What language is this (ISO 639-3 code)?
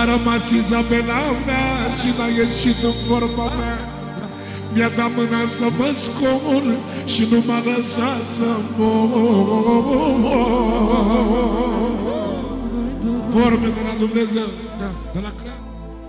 ron